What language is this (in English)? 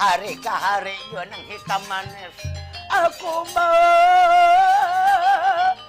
Banjar